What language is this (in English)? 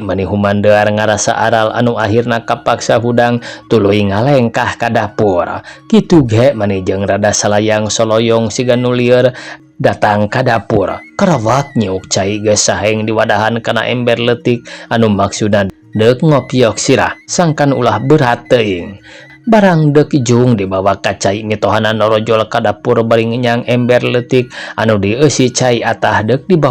Sundanese